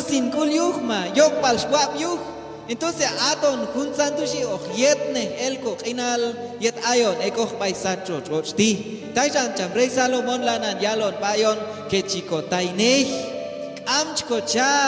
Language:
Q'anjob'al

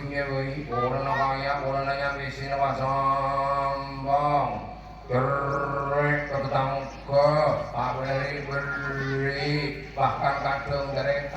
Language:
Madurese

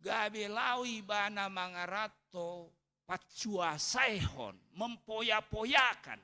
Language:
Batak Toba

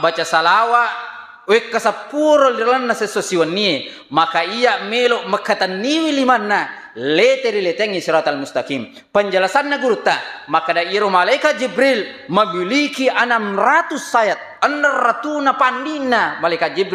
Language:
Buginese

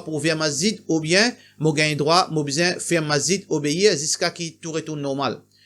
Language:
Morisyen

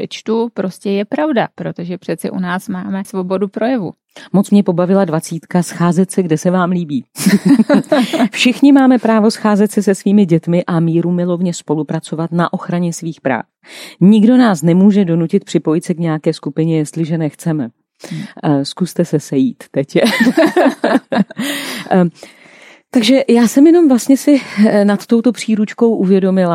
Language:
Czech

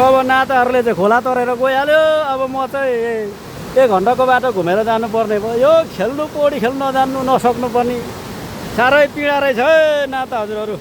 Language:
Nepali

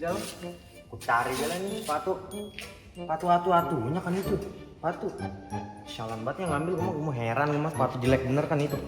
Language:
Betawi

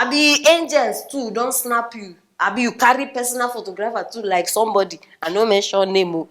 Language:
Nigerian Pidgin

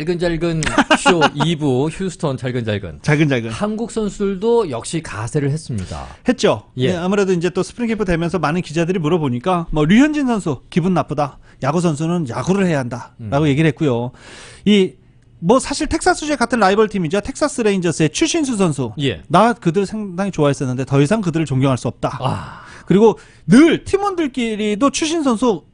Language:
Korean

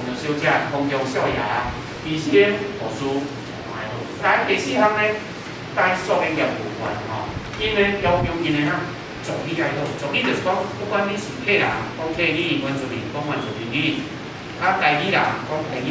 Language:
Min Nan Chinese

